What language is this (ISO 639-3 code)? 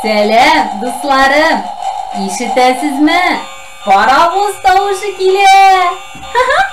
tat